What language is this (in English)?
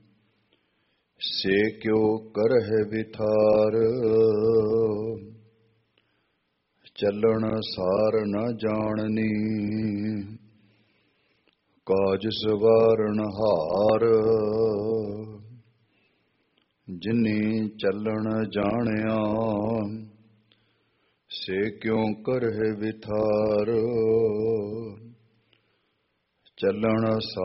Punjabi